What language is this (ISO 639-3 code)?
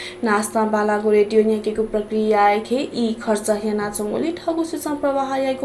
new